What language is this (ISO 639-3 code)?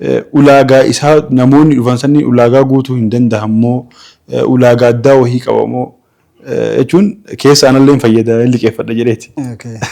orm